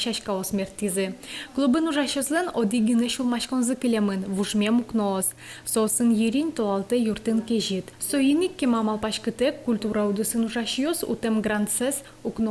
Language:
Udmurt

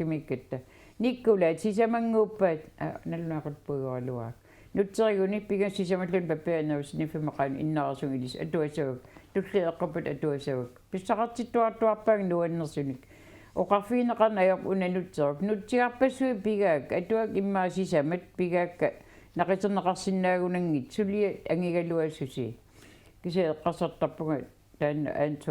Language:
Kalaallisut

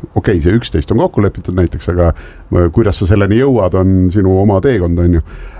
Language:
Estonian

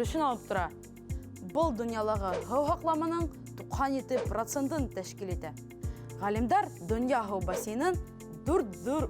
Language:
Bashkir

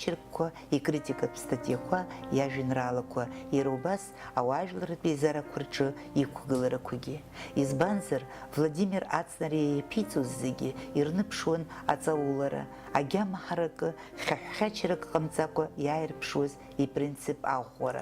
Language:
Abkhazian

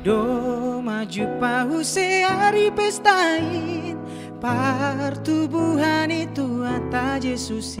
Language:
Batak Simalungun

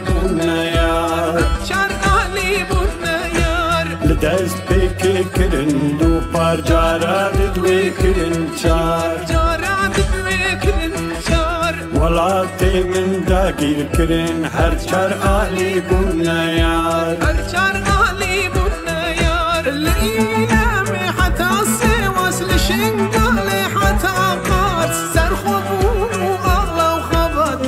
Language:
Kurdish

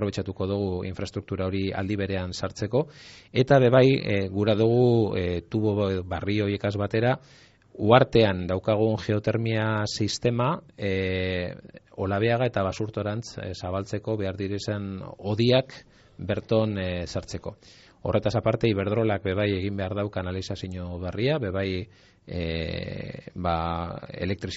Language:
Basque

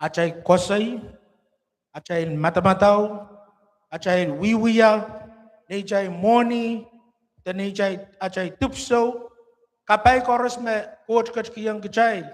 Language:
Pohnpeian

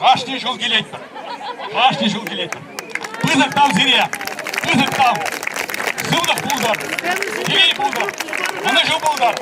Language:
Chuvash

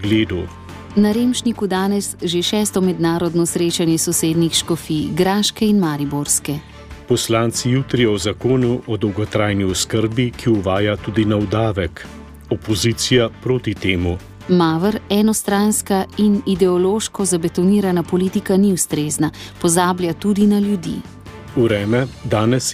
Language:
Slovenian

